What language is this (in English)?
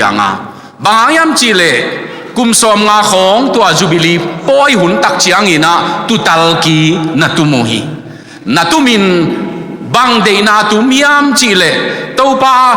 Tedim Chin